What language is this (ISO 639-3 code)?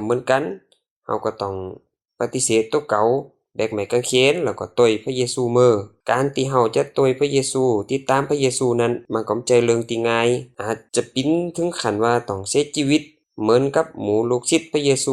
lao